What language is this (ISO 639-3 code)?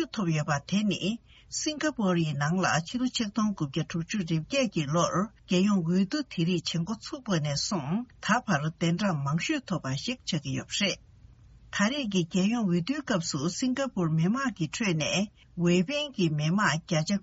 bod